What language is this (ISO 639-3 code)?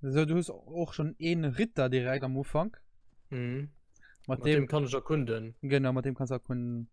ltz